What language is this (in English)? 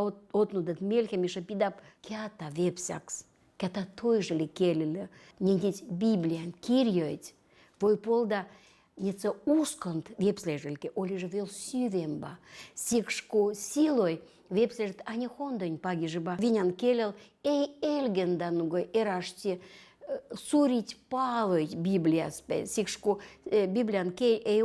Veps